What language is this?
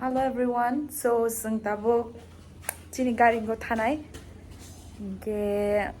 Kok Borok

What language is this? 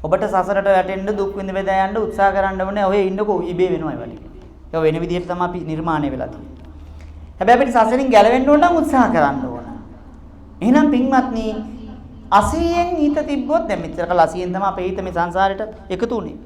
Sinhala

